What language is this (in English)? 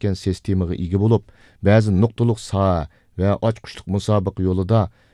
Uyghur